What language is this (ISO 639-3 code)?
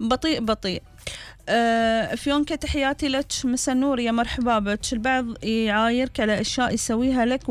afb